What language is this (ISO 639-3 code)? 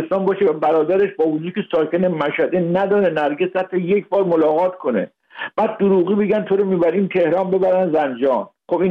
fas